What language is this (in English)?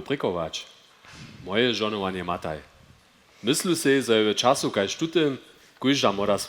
Upper Sorbian